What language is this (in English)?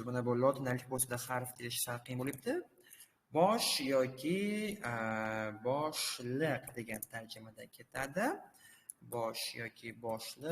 Uzbek